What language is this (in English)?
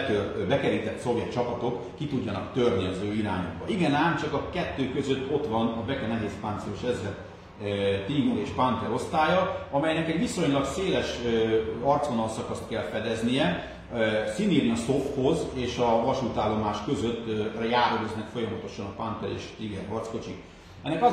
Hungarian